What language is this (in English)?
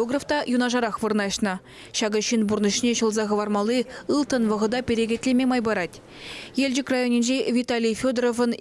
Chuvash